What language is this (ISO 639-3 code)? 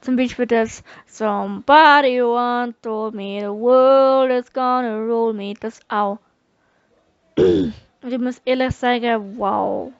gsw